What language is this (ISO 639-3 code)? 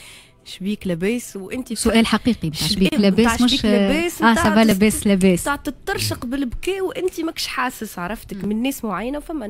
aeb